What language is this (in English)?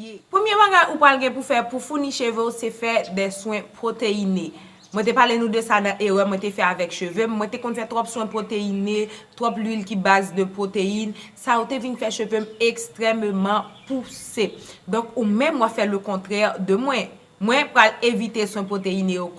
Haitian Creole